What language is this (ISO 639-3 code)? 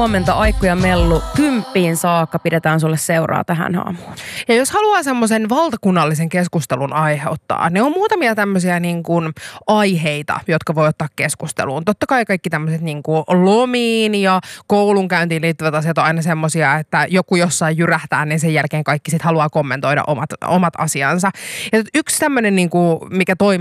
fin